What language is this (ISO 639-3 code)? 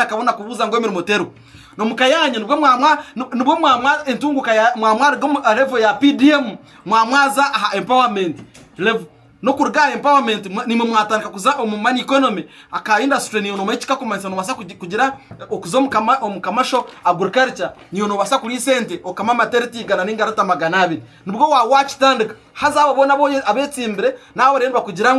nyn